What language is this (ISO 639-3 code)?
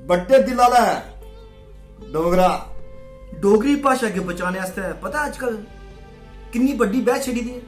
doi